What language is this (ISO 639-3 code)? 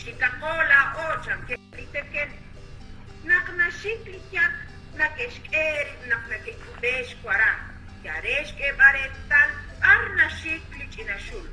kek